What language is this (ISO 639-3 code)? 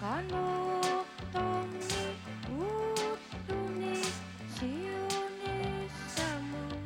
kal